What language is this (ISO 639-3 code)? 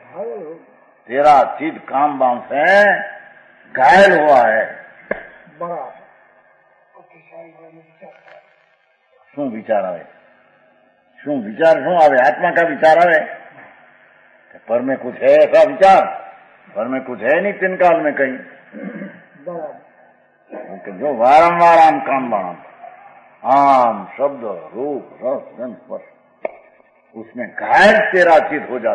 hin